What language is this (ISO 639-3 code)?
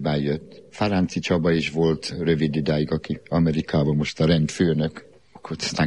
hun